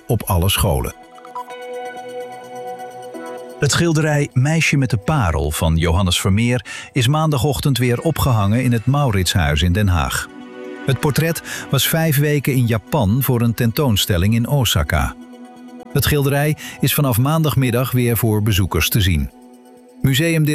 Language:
Dutch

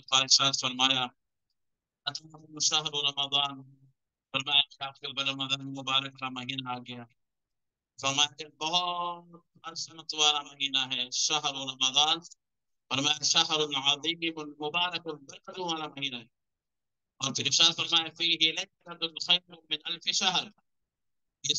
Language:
Urdu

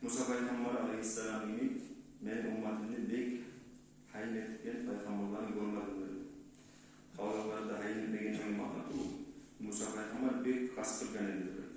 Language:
Kumyk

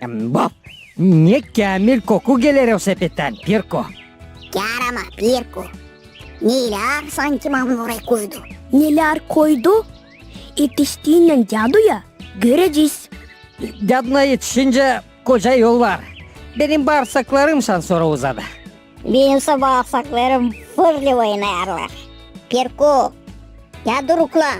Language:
Gagauz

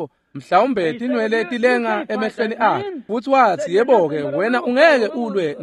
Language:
Swati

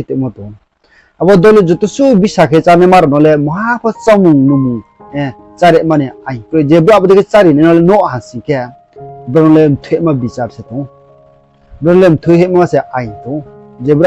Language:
Riang (India)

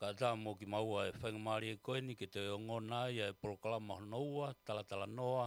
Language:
Tongan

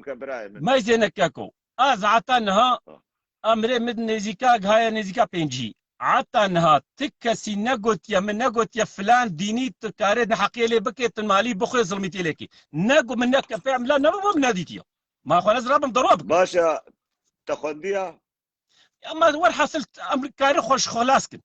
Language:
Kurdish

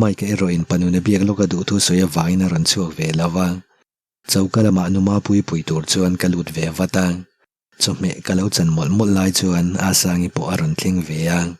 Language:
Mizo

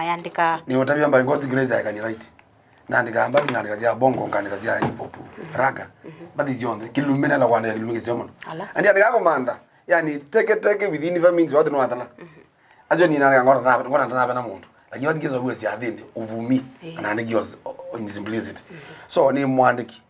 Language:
Kamba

